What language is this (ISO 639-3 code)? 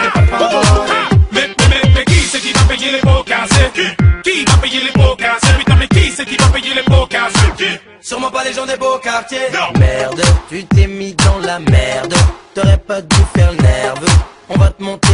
fra